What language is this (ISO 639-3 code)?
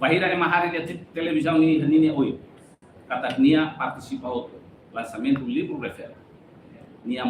tet